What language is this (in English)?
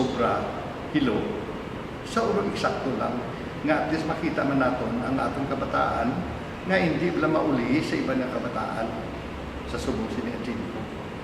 Hiligaynon